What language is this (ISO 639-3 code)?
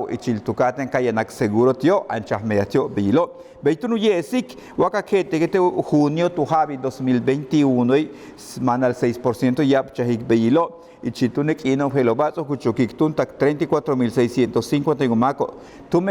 yua